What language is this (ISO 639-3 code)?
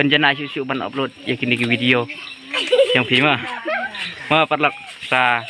kha